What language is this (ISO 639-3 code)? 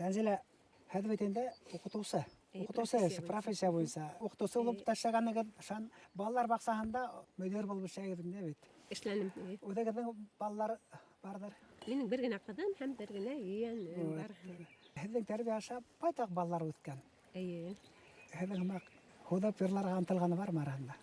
bak